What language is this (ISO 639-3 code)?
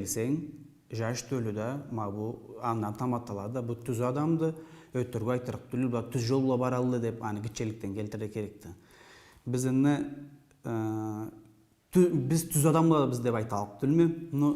krc